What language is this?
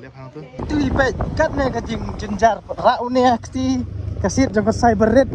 Khasi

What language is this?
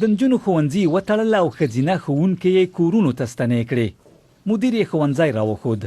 Pashto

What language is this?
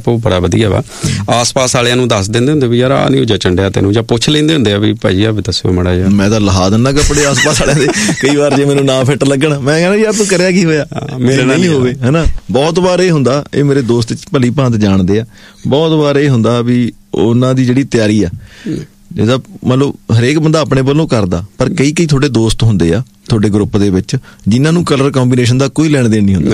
Punjabi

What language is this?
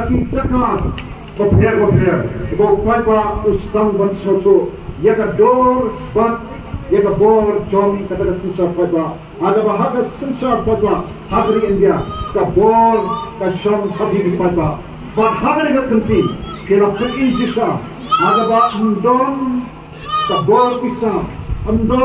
Khasi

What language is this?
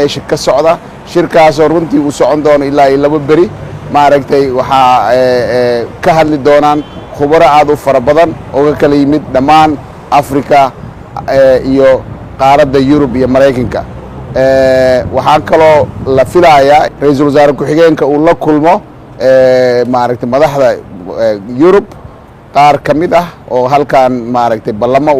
Somali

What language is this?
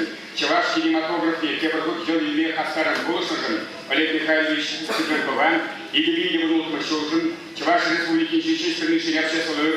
Chuvash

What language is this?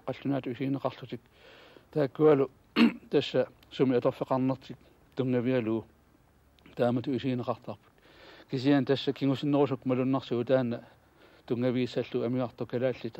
Kalaallisut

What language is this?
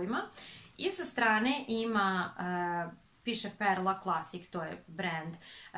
Serbian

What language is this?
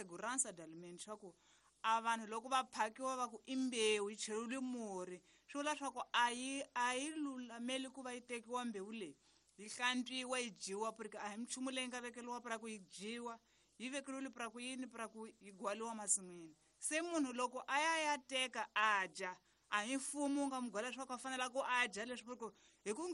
Tsonga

